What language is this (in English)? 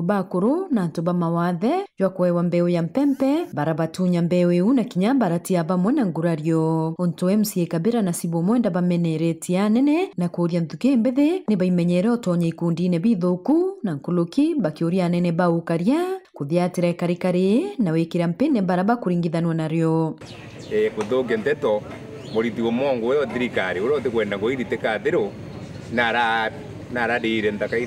Meru